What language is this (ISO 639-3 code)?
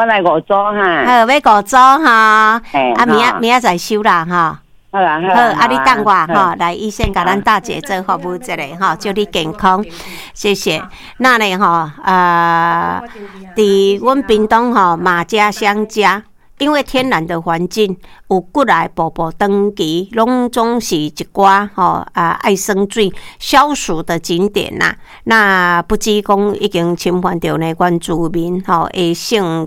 nan